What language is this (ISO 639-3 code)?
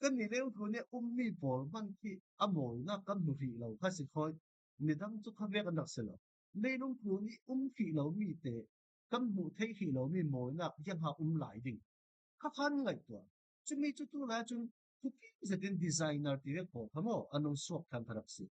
cfm